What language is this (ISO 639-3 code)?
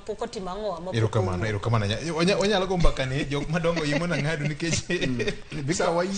luo